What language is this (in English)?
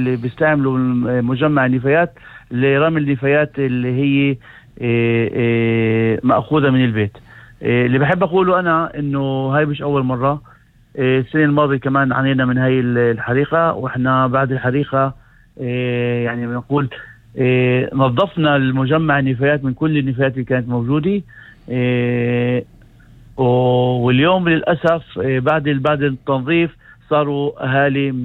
North Levantine Arabic